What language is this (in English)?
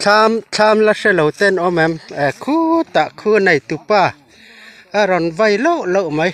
Mizo